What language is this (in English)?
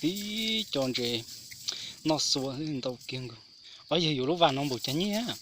Hmong